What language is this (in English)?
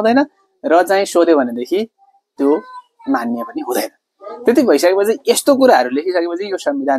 Nepali